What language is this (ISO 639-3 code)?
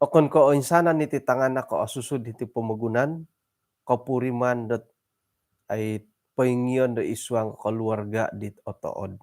dtp